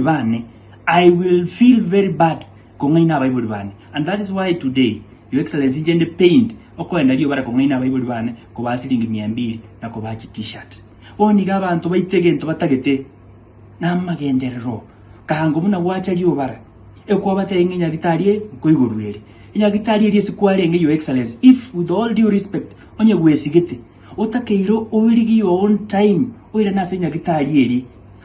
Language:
Gusii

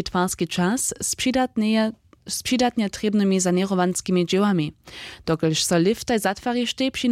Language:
Upper Sorbian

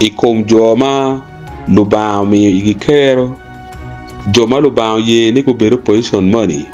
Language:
Acoli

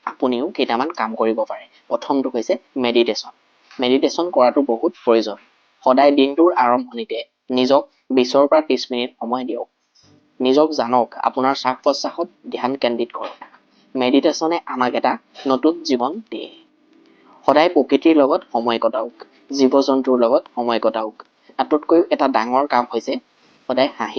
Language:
Assamese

